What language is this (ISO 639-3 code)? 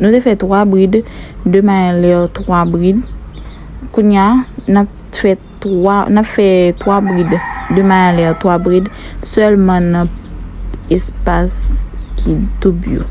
hat